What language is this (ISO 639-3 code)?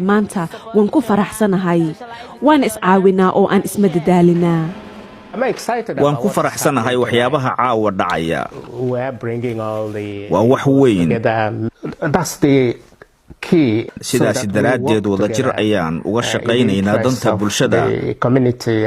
som